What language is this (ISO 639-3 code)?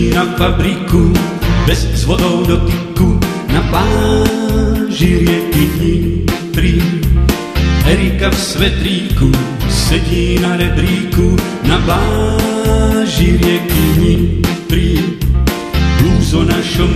slk